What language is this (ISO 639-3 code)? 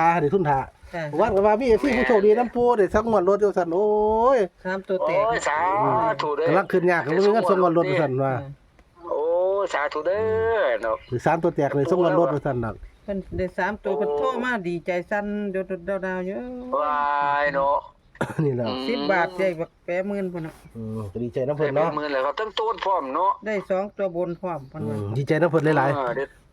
tts